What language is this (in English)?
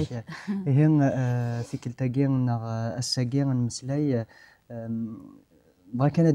Kabyle